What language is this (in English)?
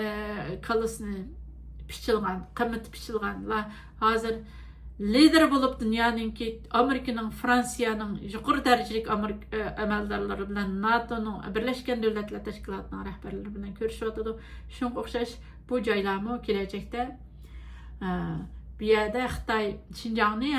Uyghur